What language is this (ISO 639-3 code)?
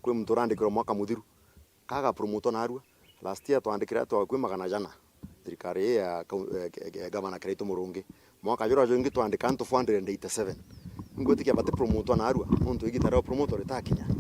mer